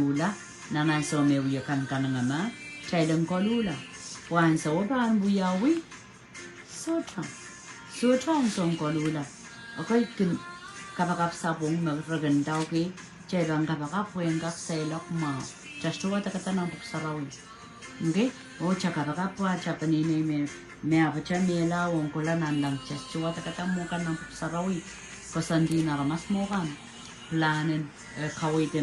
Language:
Pohnpeian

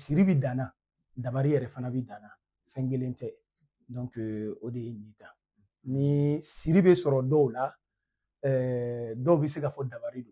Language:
Bambara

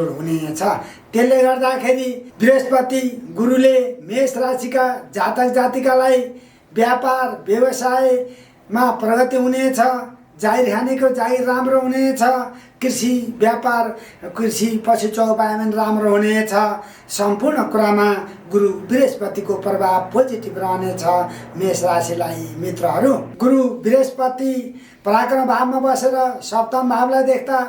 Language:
Nepali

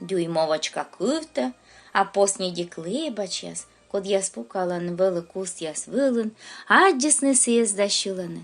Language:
Komi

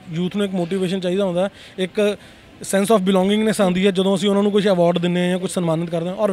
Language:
Punjabi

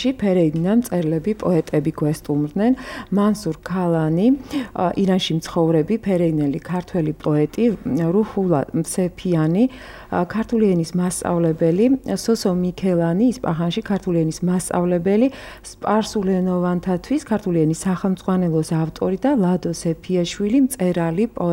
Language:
Georgian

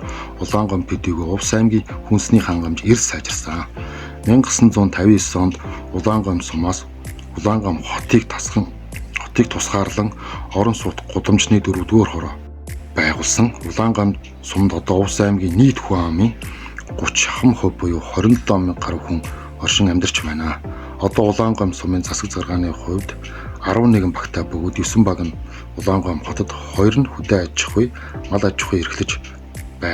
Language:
Mongolian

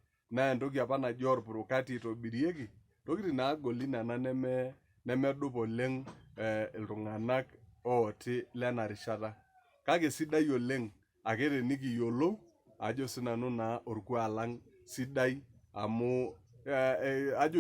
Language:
Masai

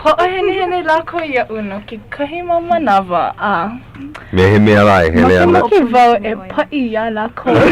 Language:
Hawaiian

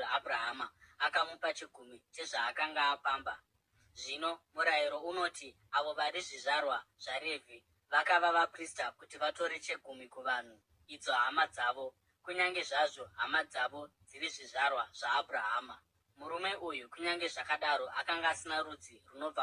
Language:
Shona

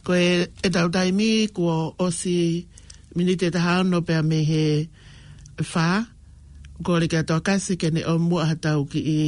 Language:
Tongan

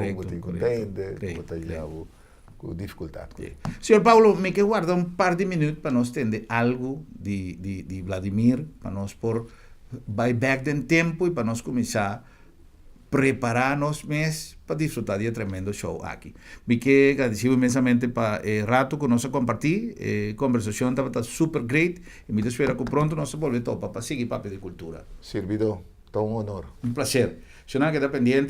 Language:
Papiamento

